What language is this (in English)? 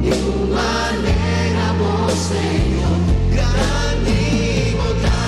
Papiamento